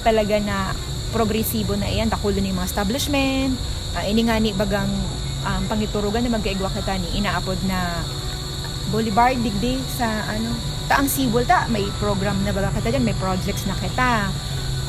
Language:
Bikol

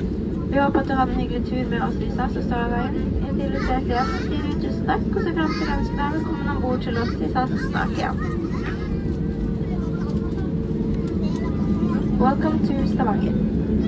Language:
Norwegian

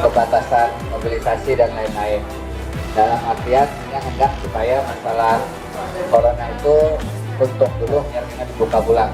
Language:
Banjar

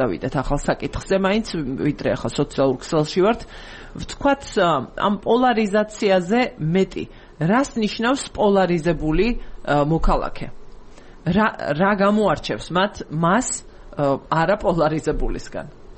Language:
Georgian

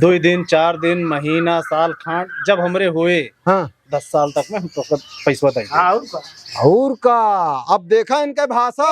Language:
Awadhi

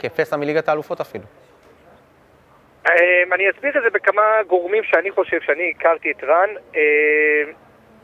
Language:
Hebrew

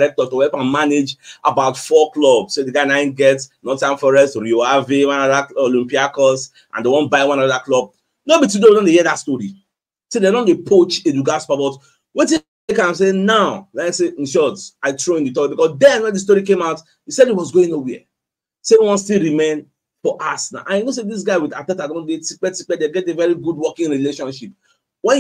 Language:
Nigerian Pidgin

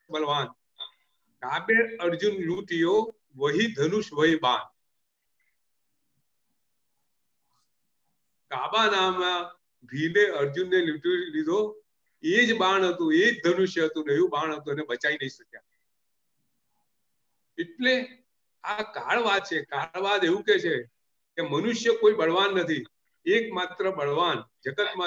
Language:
Gujarati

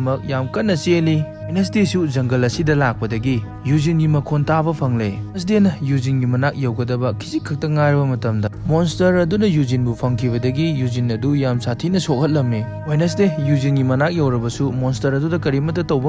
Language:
Manipuri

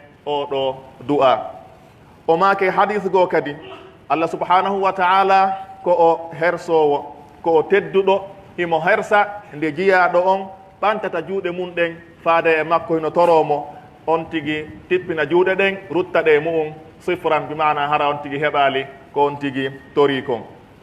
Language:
Pular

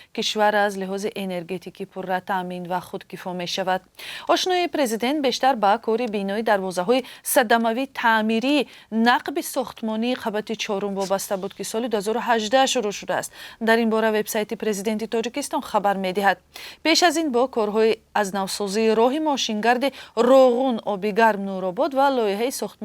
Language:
Tajik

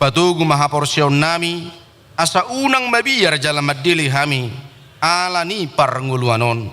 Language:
Batak Toba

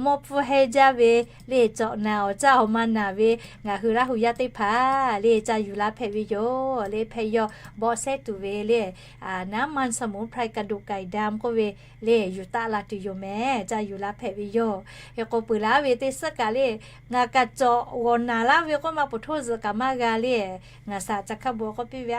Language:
Lahu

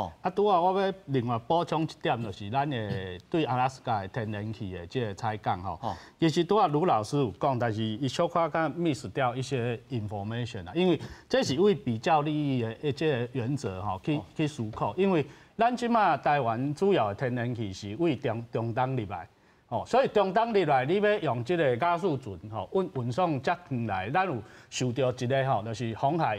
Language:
Min Nan Chinese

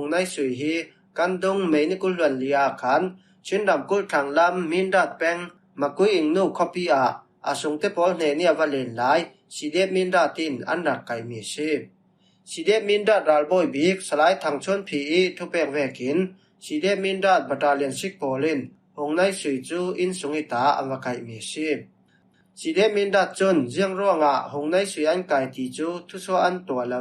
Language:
Falam Chin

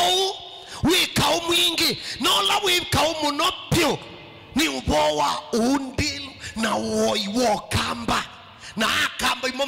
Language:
Kamba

